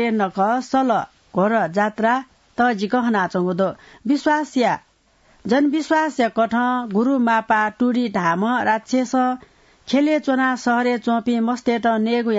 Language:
Newari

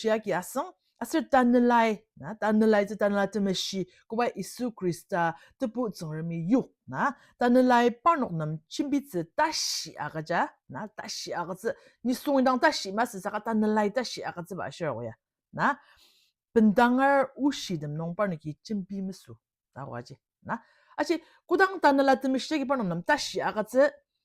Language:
Ao Naga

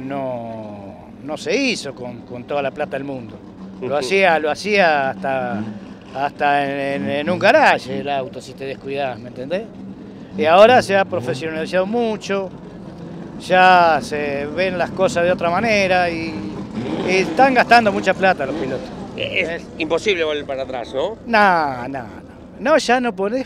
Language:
Spanish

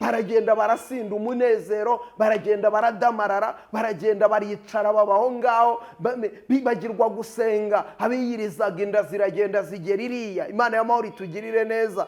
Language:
Kinyarwanda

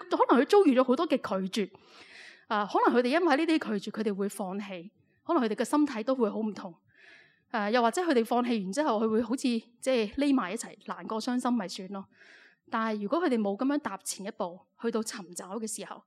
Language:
Cantonese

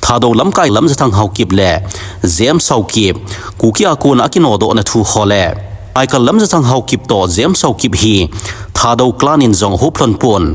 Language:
Thado Chin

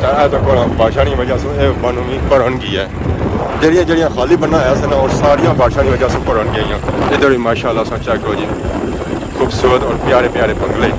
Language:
Pahari-Potwari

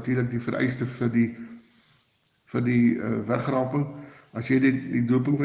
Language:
Afrikaans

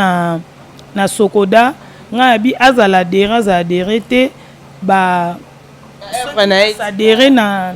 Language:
Lingala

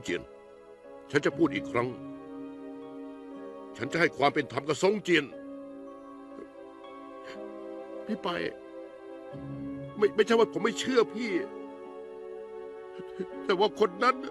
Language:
Thai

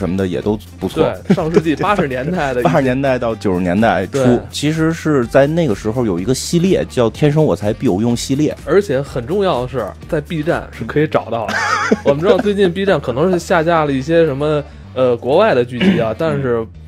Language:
Chinese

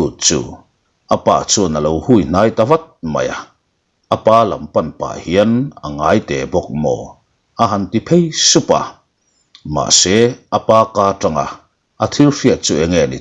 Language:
Mizo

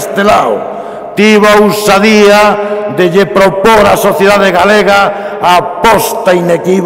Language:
Galician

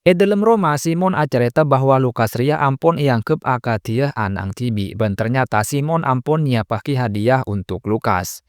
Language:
Madurese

